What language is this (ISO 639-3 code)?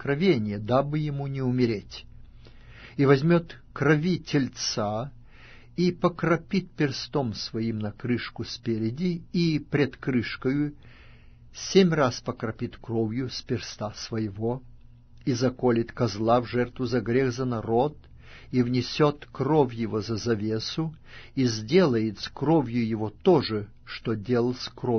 rus